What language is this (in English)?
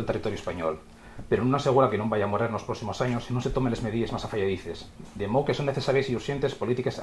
Asturian